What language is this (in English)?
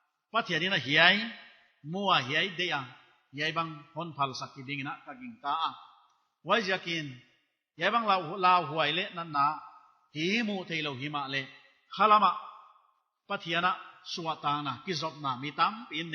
Paite Chin